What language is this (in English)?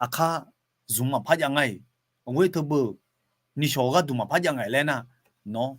Akha